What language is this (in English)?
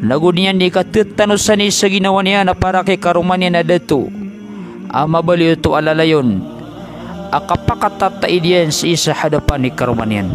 Maranao